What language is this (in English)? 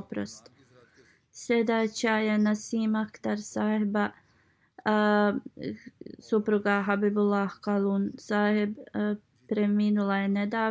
Bosnian